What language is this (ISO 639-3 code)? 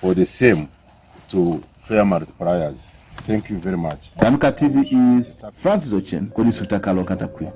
teo